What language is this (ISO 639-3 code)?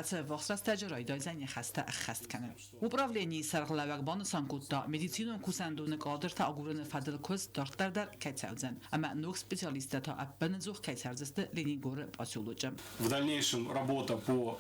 oss